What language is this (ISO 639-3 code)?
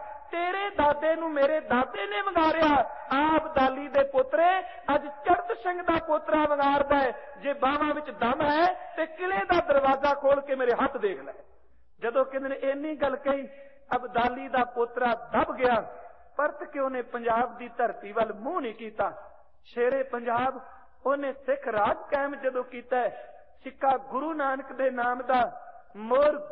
pan